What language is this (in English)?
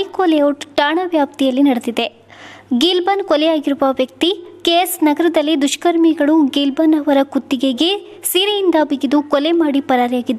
Kannada